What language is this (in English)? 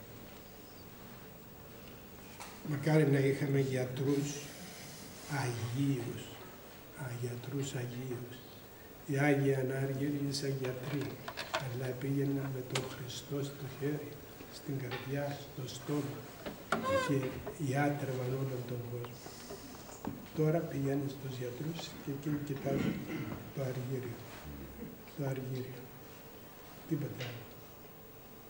Greek